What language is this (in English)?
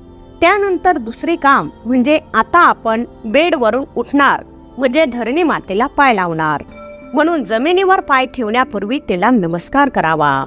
Marathi